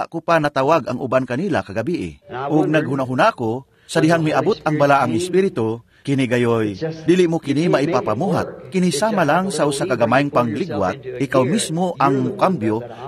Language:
Cebuano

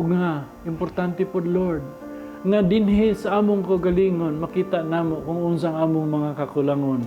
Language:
Cebuano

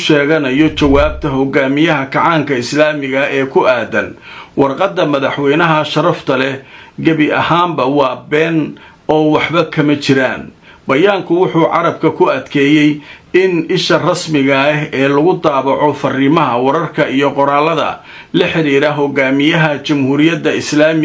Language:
Somali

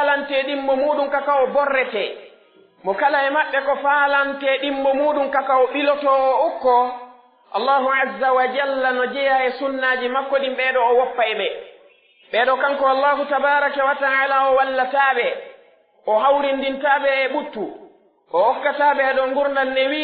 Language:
Pular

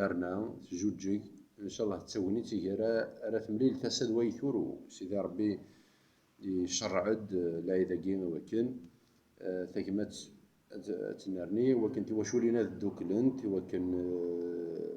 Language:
Kabyle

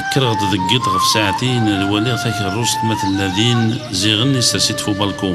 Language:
Kabyle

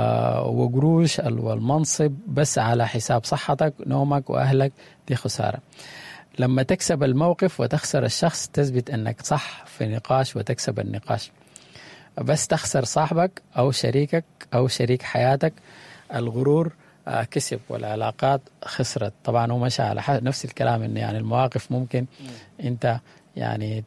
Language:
Sudanese Arabic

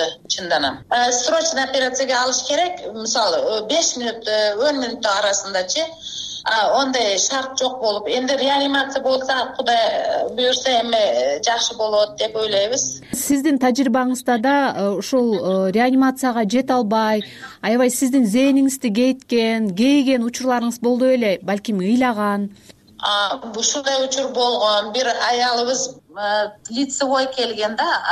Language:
Kyrgyz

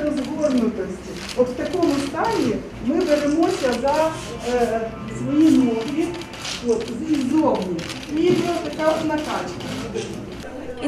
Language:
Ukrainian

